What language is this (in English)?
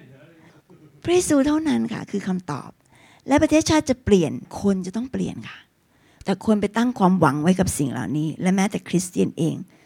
Thai